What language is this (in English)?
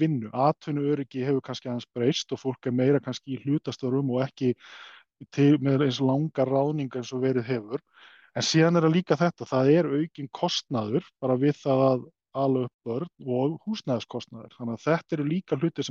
Icelandic